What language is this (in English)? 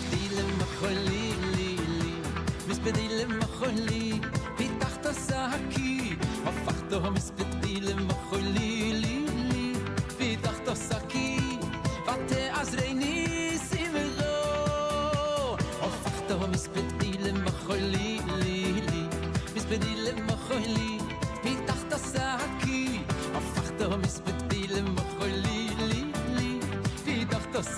Yiddish